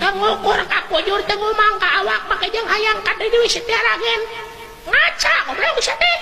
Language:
Sundanese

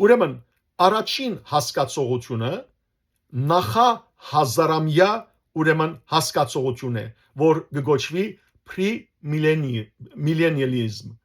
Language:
Western Armenian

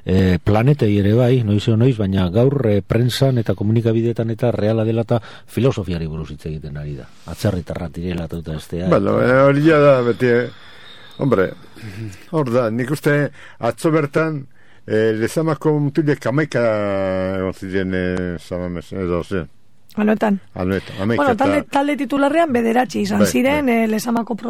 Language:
Basque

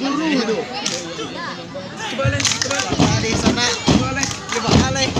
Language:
Minangkabau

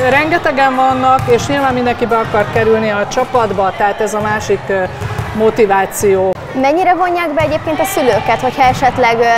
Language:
Hungarian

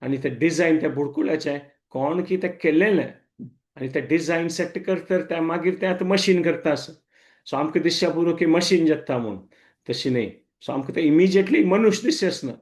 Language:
Konkani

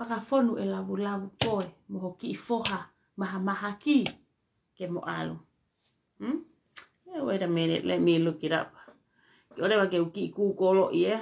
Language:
Tongan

